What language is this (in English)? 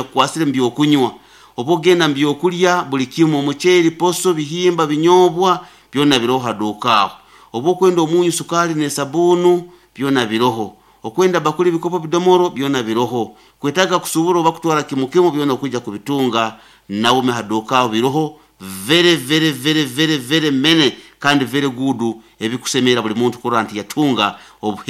Nyankole